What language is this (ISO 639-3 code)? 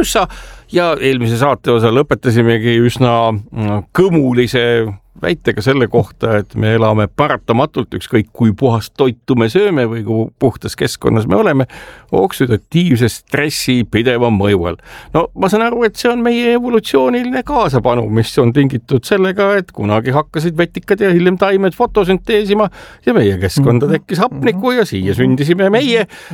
est